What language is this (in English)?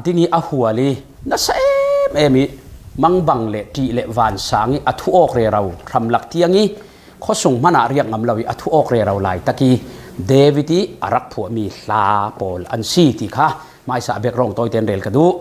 Falam Chin